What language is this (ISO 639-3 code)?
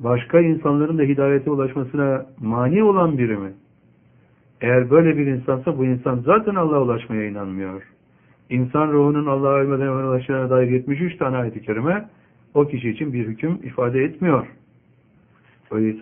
tur